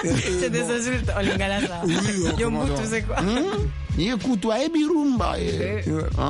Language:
French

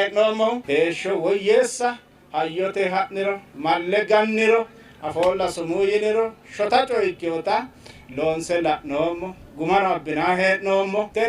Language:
Sidamo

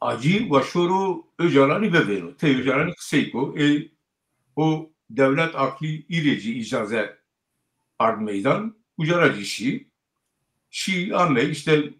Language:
Zaza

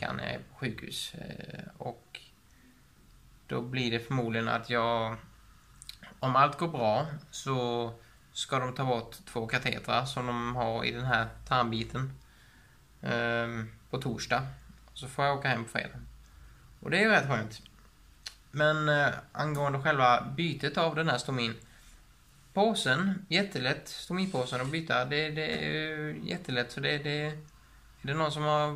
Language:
Swedish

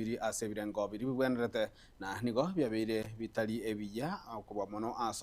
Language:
Gusii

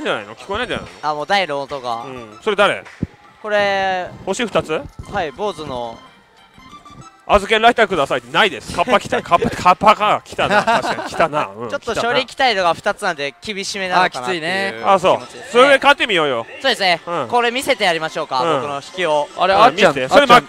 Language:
Japanese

